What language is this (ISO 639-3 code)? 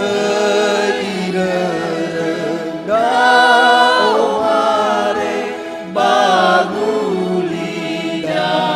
nia